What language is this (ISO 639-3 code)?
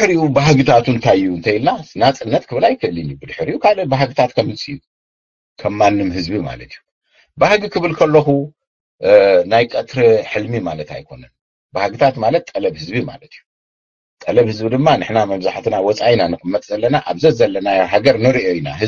tir